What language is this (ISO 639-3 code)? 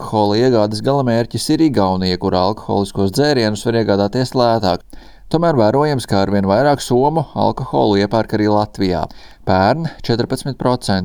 lav